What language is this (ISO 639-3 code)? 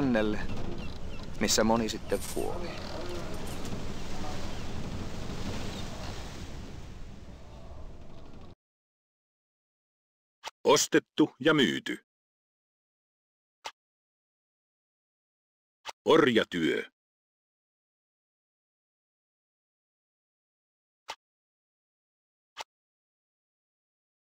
fin